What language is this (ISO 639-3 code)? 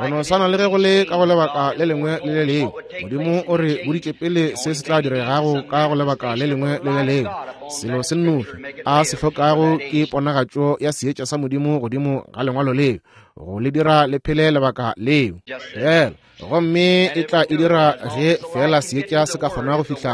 nso